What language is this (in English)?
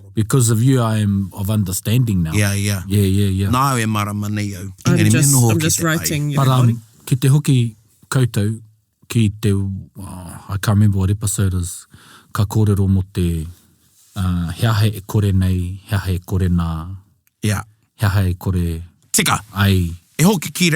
Māori